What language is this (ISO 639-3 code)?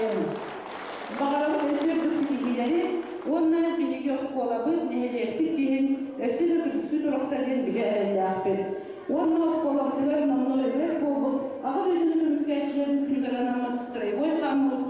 sah